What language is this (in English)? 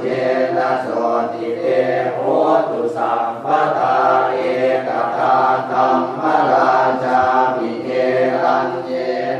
Pali